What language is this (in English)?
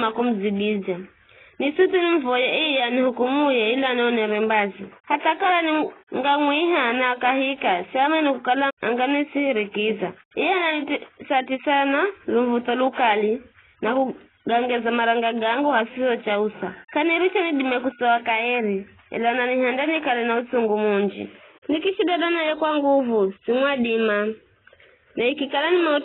Giryama